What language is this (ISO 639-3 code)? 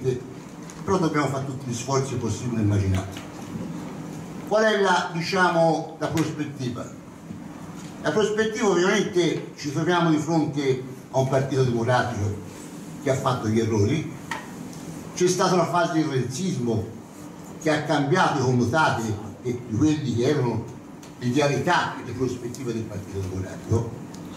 ita